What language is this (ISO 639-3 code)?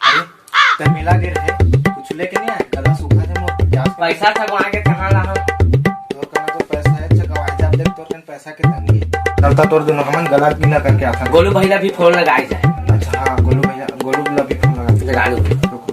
hne